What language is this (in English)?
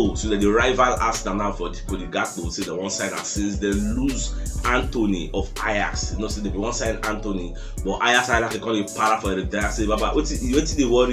Nigerian Pidgin